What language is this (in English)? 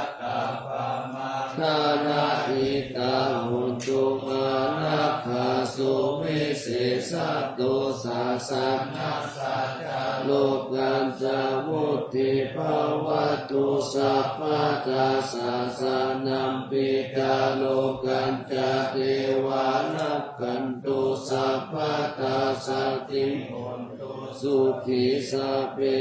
Pali